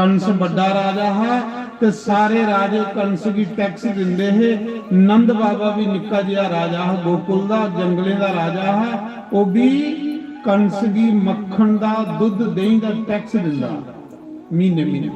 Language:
Dogri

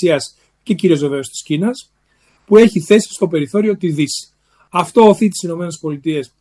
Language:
Greek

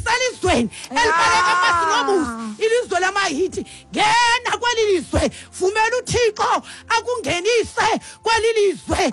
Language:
Xhosa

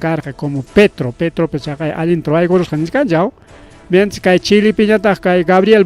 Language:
Ayacucho Quechua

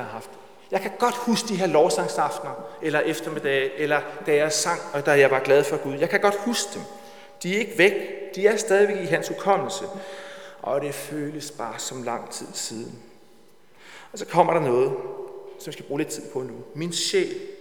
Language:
Danish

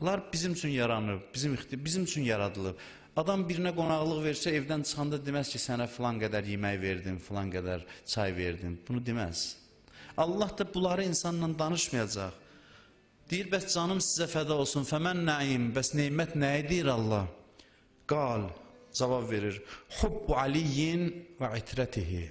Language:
Azerbaijani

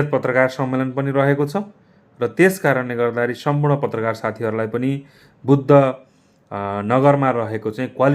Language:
Nepali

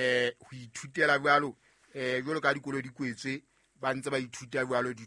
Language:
Southern Sotho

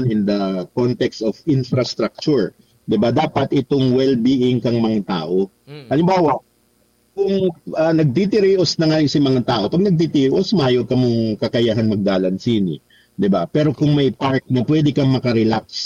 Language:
Bikol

